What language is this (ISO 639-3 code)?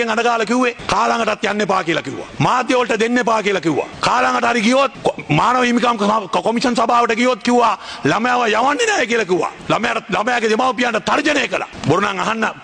sin